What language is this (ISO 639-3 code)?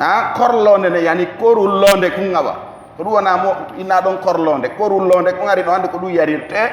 fuf